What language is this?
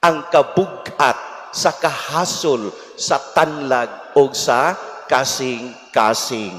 Cebuano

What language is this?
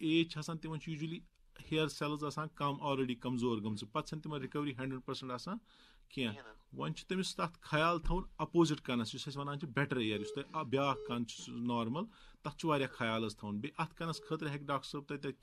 Kashmiri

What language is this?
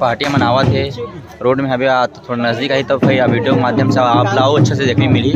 Chhattisgarhi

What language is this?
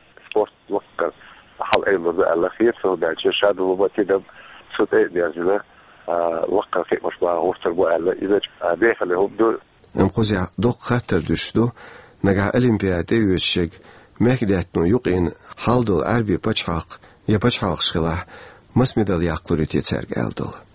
Chechen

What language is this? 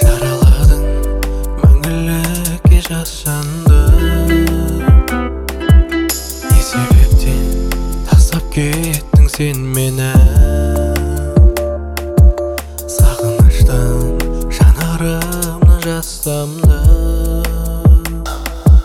Kazakh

